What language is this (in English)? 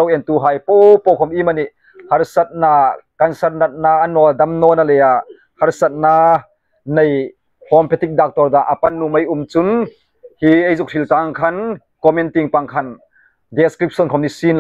Hmar